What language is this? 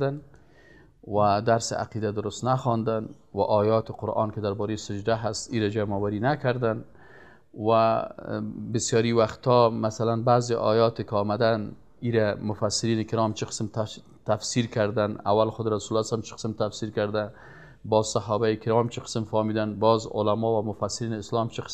Persian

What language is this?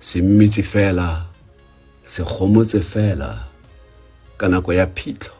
Tswana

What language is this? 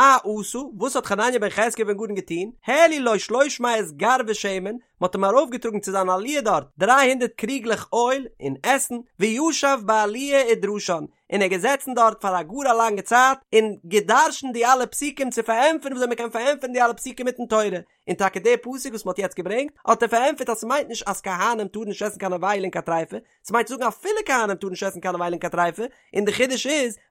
Yiddish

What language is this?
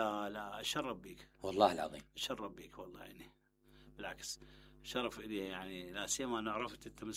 Mesopotamian Arabic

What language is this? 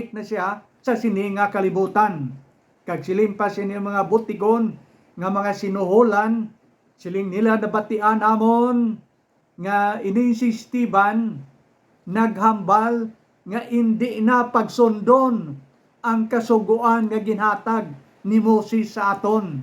Hiligaynon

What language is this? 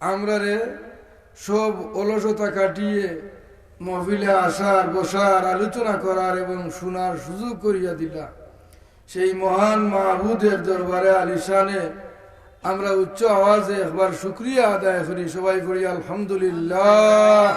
Sylheti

